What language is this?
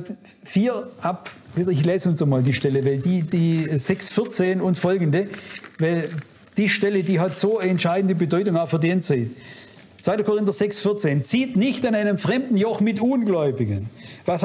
German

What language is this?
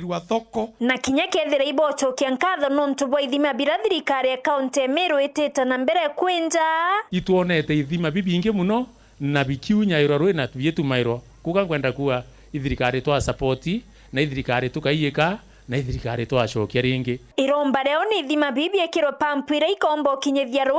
Meru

